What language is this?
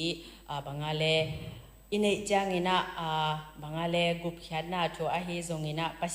Tedim Chin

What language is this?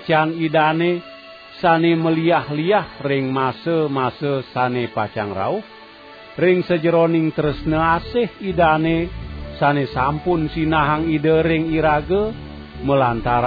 Balinese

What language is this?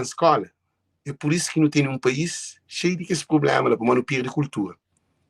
Kabuverdianu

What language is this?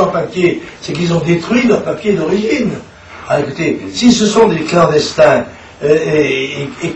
French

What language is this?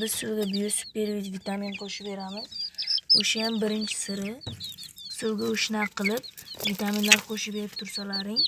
Uzbek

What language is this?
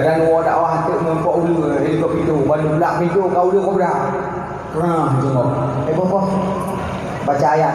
Achinese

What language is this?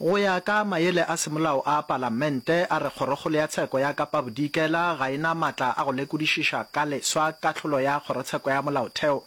Northern Sotho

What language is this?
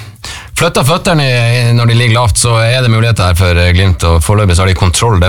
Norwegian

